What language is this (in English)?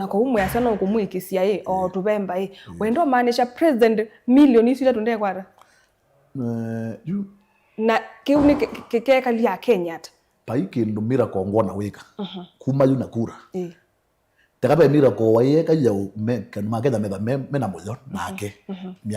Kamba